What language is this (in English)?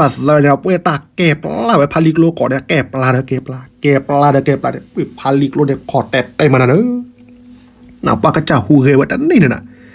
S'gaw Karen